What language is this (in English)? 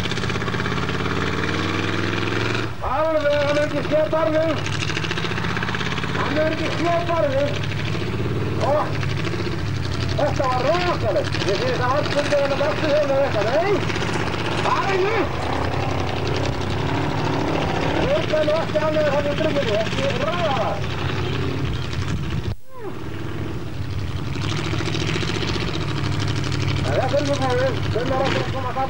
Icelandic